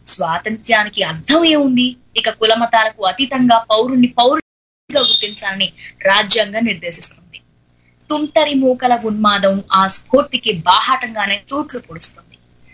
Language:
Telugu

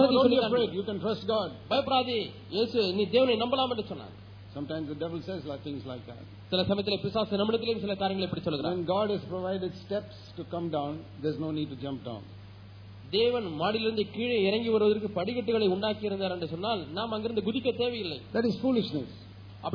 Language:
Tamil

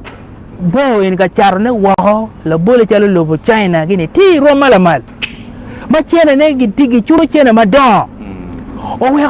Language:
Acoli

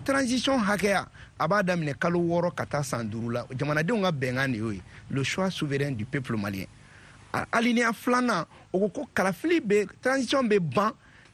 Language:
Bambara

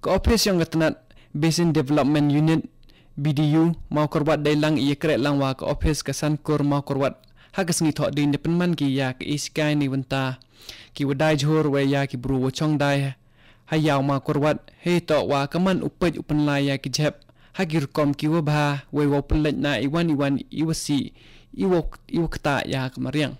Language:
Khasi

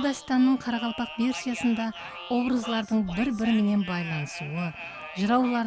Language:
Kara-Kalpak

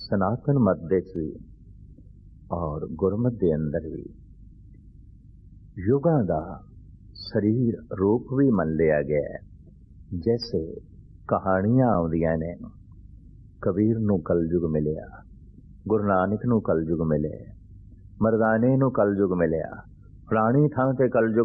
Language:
Punjabi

